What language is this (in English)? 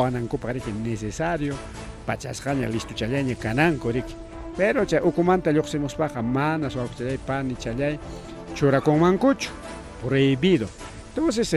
Ayacucho Quechua